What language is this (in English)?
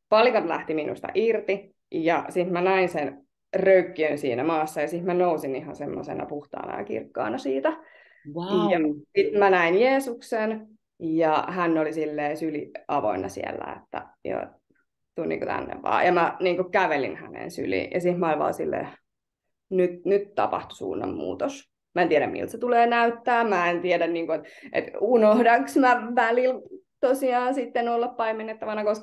Finnish